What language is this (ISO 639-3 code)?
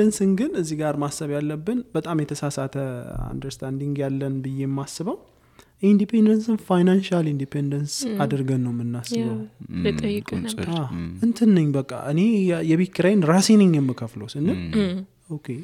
amh